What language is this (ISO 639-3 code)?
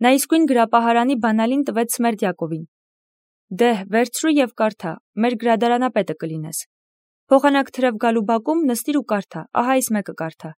hye